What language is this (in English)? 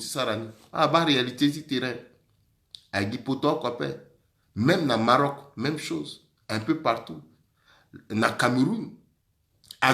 Sango